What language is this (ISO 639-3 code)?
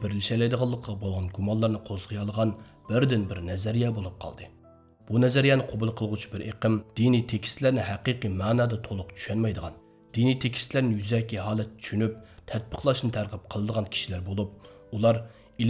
uig